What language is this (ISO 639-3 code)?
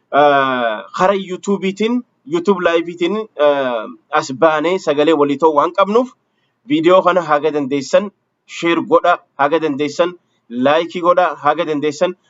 orm